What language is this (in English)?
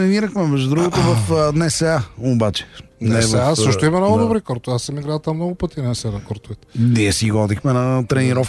Bulgarian